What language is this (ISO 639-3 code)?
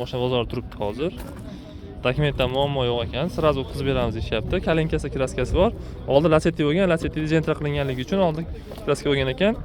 uzb